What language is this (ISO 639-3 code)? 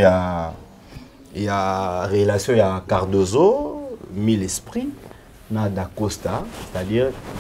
lin